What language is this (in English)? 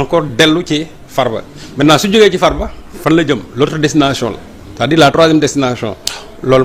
Wolof